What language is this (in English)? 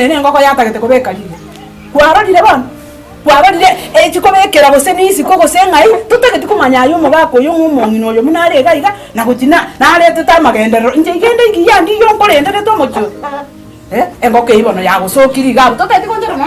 Gusii